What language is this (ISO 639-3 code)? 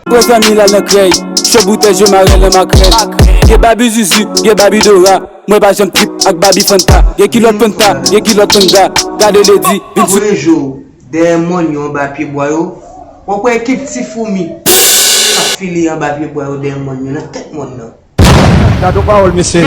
hat